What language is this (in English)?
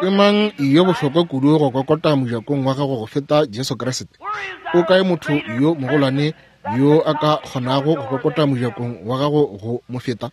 Northern Sotho